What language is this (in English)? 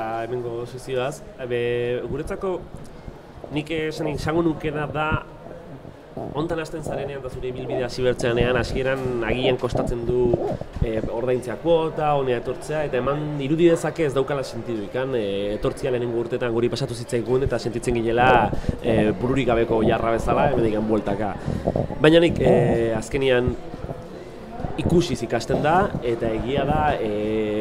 Basque